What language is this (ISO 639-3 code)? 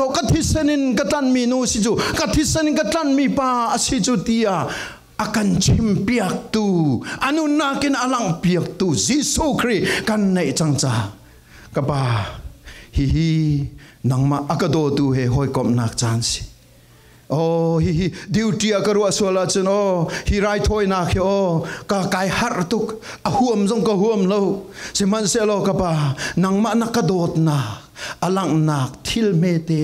cfm